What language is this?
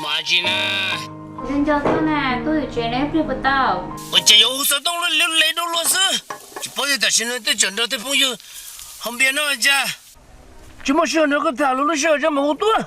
Hmong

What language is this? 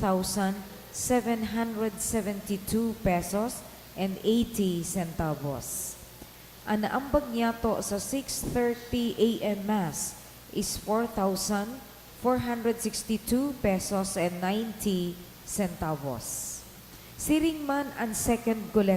Bikol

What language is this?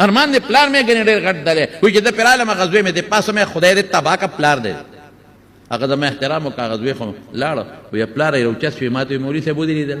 Pashto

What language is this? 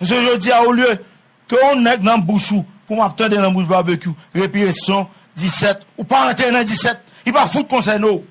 Haitian Creole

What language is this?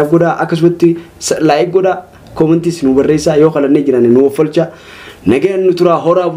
Oromo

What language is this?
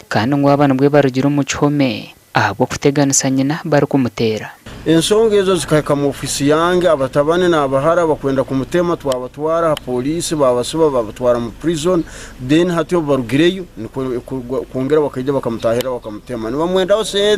Nyankole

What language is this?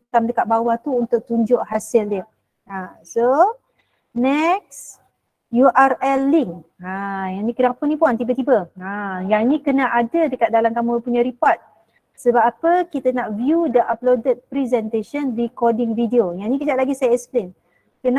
Malay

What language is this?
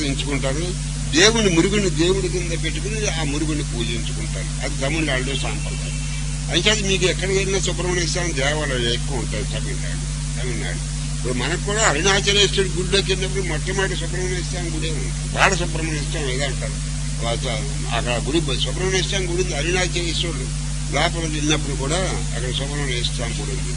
Telugu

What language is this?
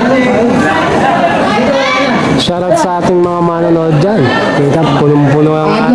Filipino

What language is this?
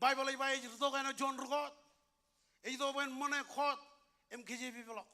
Marshallese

